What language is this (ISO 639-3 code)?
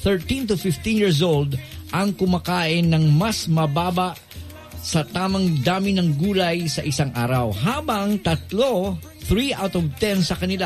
fil